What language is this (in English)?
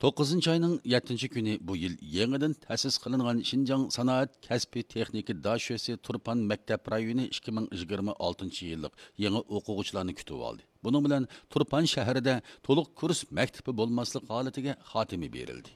Uyghur